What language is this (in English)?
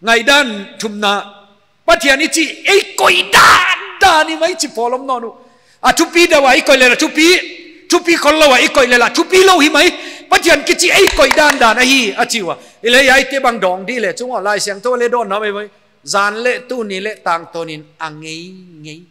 Paite Chin